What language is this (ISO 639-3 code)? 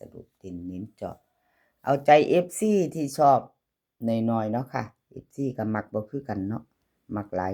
tts